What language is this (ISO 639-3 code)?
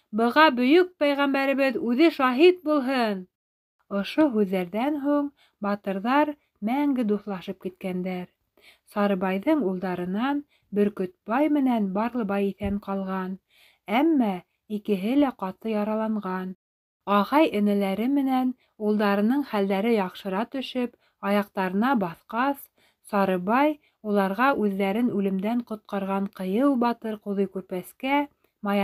bak